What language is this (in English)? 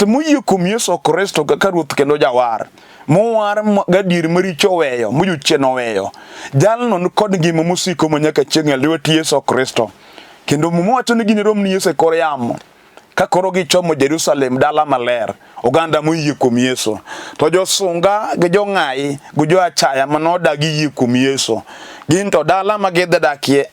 Luo (Kenya and Tanzania)